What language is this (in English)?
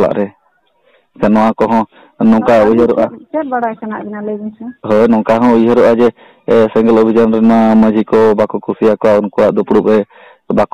Santali